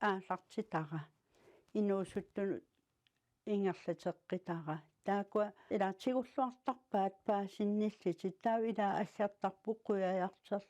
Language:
Kalaallisut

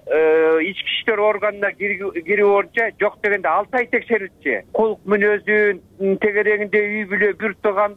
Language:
Kyrgyz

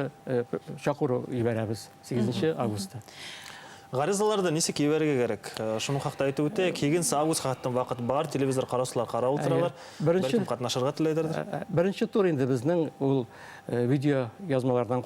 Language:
Bashkir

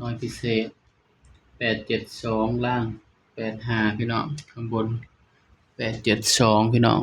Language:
Northeastern Thai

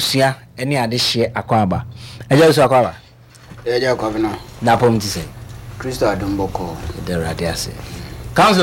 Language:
Akan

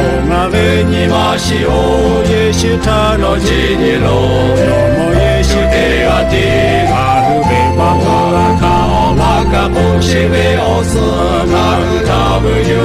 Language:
Lahu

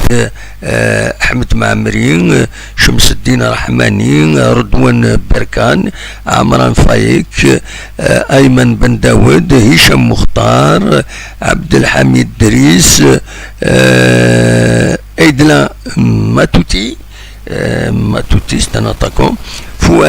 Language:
Kabyle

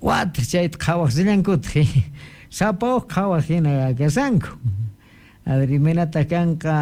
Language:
South Bolivian Quechua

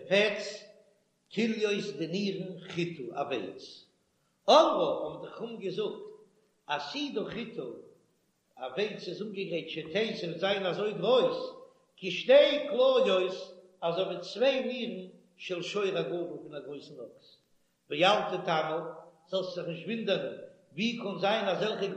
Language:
Yiddish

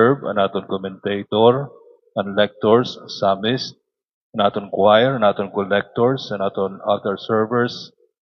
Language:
Waray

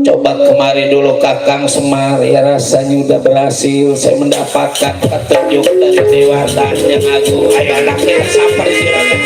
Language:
Betawi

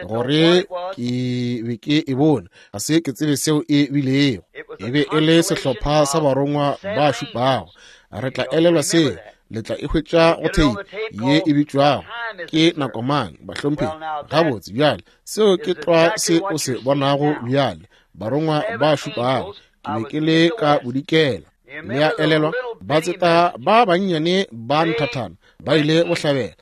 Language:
Northern Sotho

